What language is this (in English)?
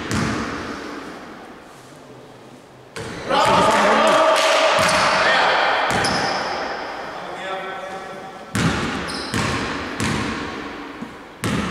Greek